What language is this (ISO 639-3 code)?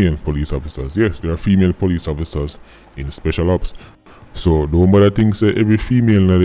jam